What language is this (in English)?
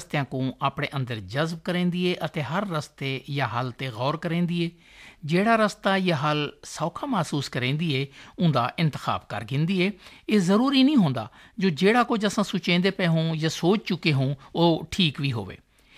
Saraiki